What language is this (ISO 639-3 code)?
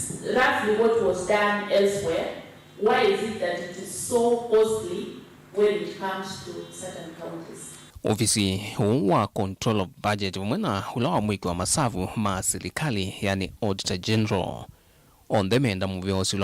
kam